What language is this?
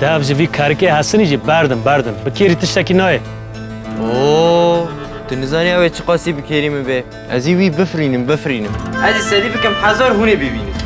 Kurdish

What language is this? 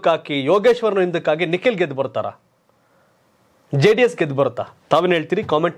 Kannada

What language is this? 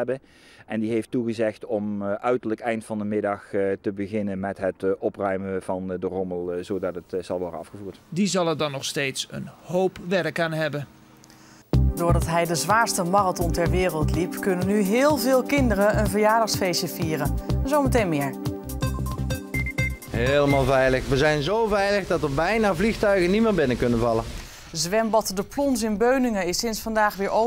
Dutch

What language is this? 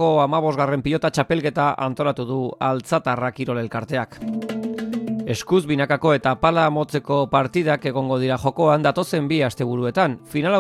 Basque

